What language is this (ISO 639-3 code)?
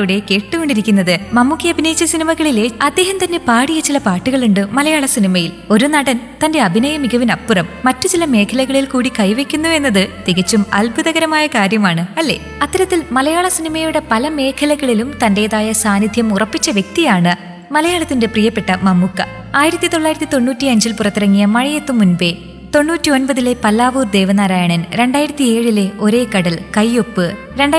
mal